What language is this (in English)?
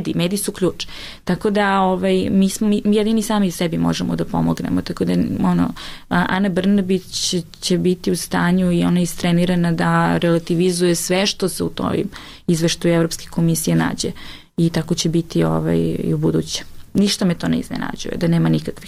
Serbian